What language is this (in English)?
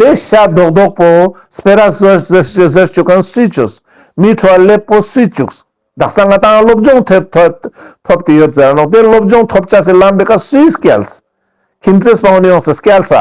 Ladakhi